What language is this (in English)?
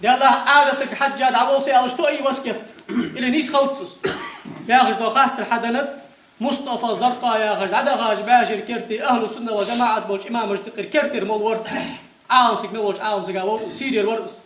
Ingush